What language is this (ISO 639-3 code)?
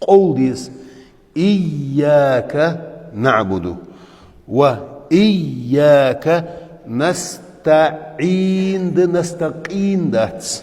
che